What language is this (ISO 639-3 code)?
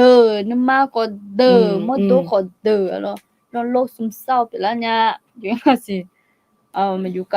ahk